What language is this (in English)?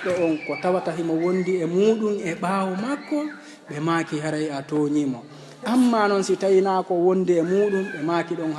Fula